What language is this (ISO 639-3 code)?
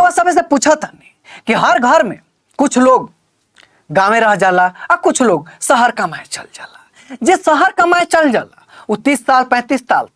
bho